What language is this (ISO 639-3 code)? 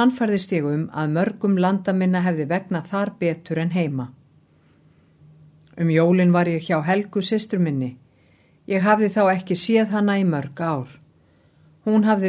isl